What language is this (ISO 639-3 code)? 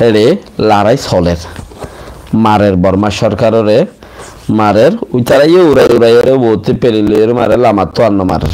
rhg